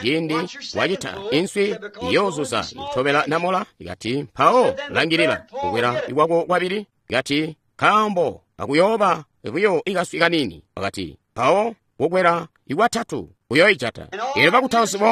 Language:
Tonga (Zambia)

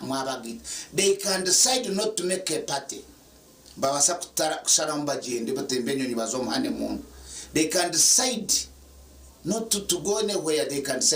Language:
Nyankole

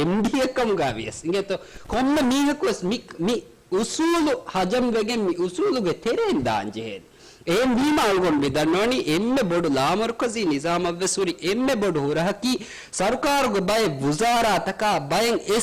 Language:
Divehi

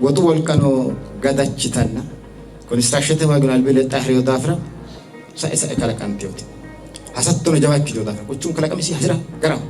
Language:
Sidamo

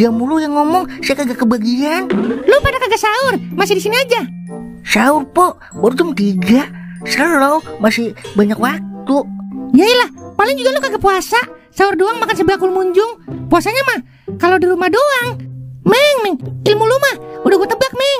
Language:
Betawi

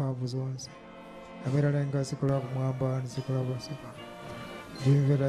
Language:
Nyanja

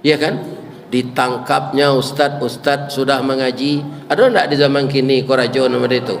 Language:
Minangkabau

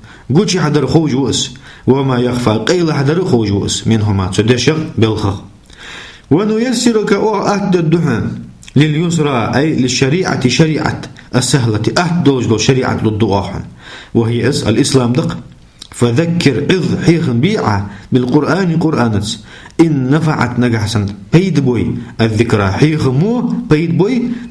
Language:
Ingush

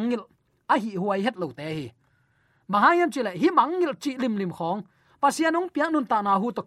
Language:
Tedim Chin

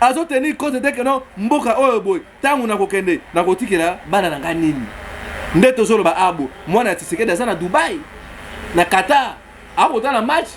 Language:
Lingala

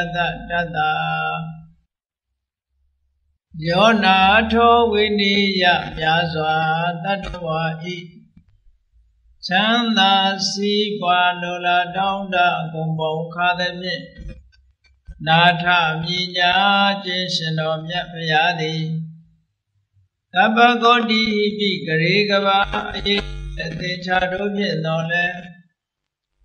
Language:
Burmese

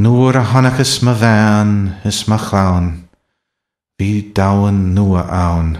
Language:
Irish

